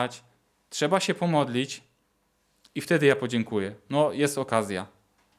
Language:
Polish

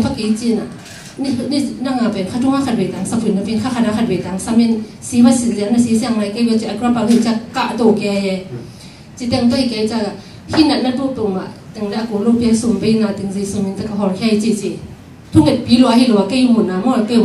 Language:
Tedim Chin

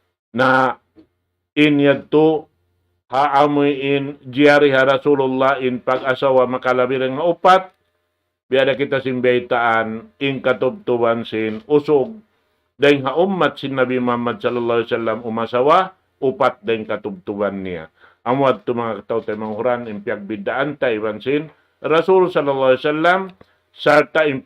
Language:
Tausug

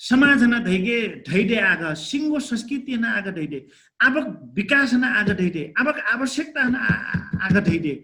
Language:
Dangaura Tharu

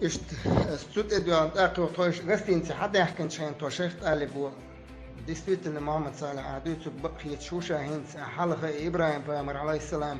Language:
Chechen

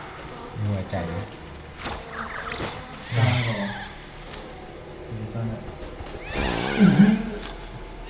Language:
Thai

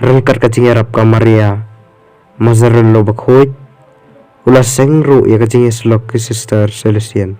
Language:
Khasi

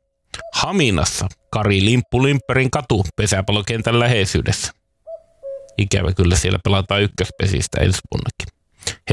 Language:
Finnish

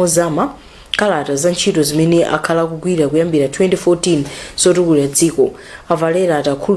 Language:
Nyanja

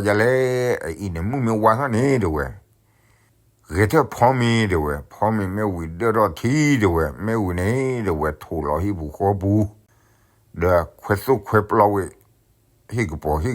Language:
S'gaw Karen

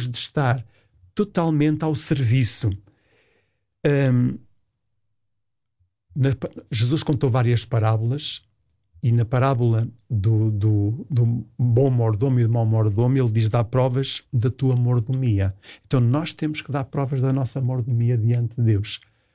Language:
Portuguese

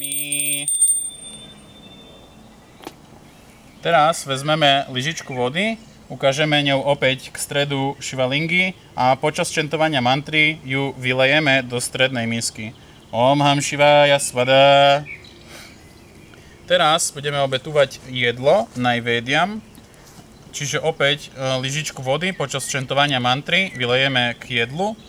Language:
Slovak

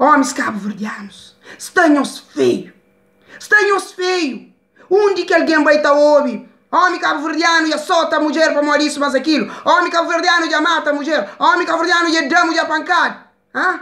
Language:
Kabuverdianu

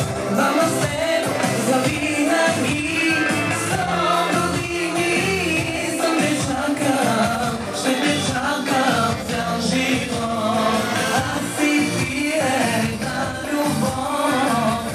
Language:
Bulgarian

